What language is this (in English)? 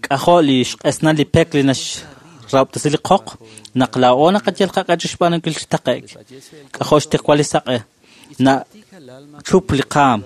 Kekchí